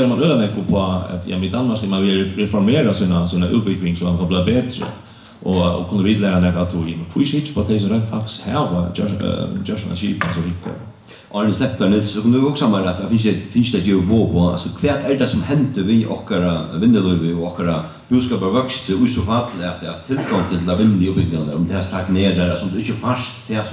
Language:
Faroese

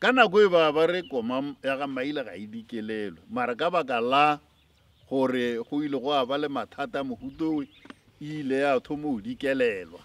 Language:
Northern Sotho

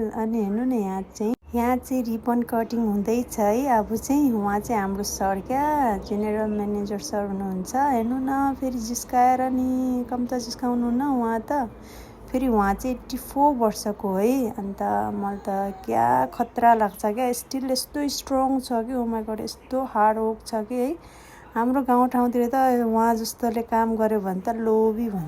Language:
Nepali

